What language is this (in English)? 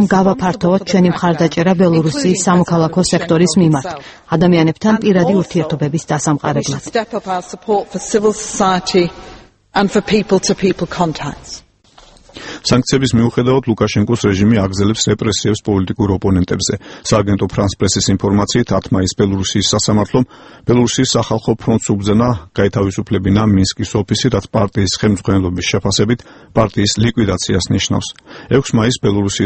Georgian